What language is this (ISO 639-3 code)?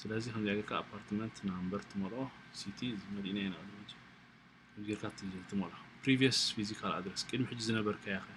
tir